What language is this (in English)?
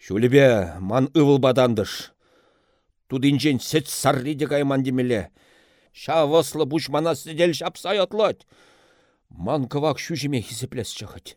Chuvash